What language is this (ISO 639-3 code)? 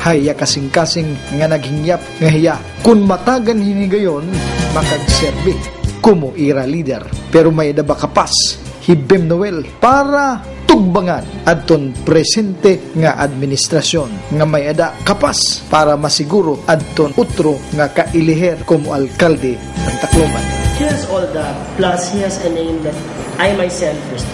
war